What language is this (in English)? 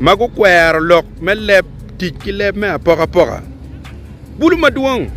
Acoli